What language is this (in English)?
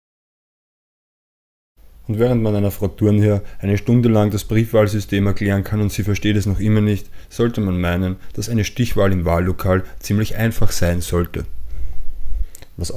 German